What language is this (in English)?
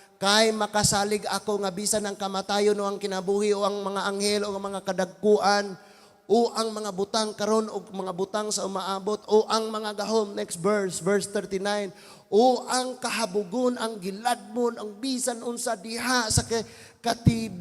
Cebuano